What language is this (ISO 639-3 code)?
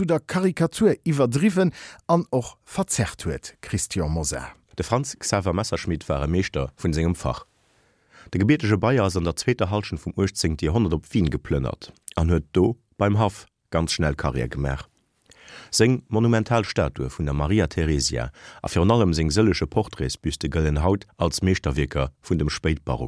ltz